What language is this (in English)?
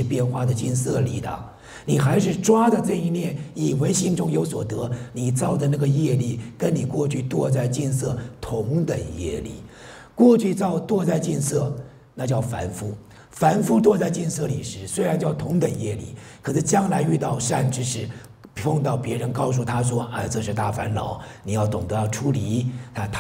Chinese